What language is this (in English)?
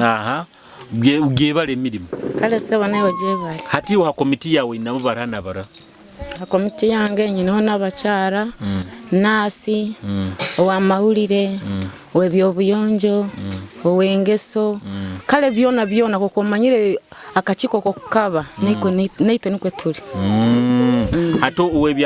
Nyoro